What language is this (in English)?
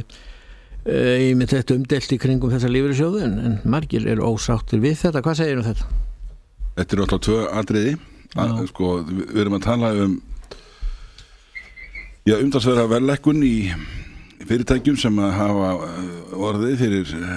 Icelandic